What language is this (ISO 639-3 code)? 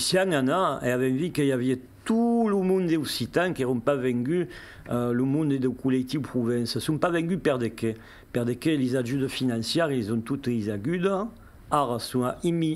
oci